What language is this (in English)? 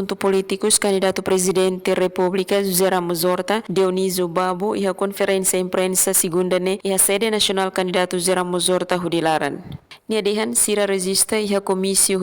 Tetum